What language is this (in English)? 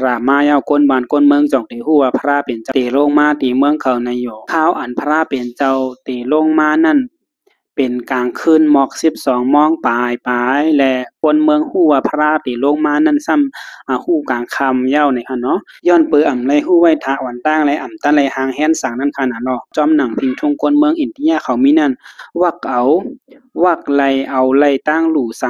Shan